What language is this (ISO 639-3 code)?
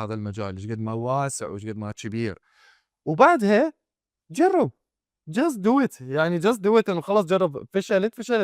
acm